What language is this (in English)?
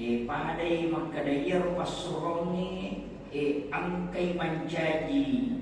Buginese